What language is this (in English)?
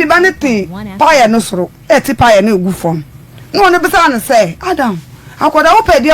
Akan